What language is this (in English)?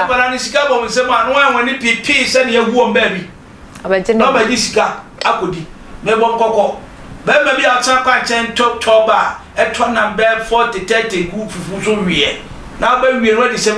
Akan